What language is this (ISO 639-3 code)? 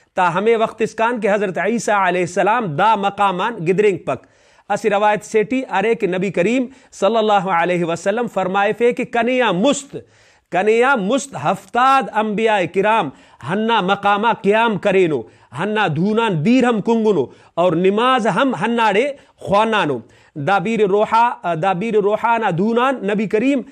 brh